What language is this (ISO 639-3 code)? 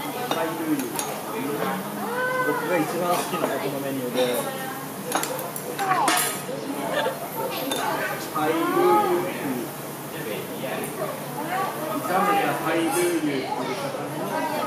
jpn